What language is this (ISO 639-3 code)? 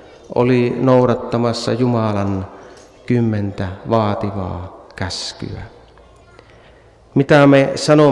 fin